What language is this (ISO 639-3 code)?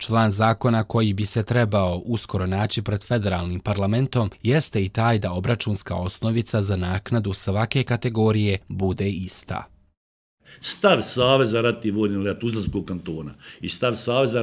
bos